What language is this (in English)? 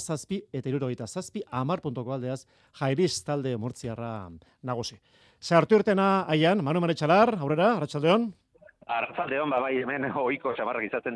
Basque